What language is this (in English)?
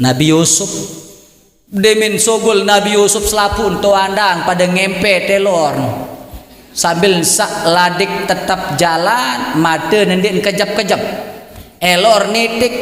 Sasak